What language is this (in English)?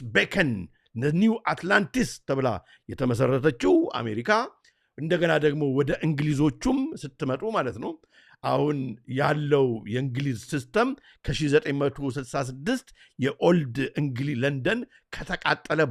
Amharic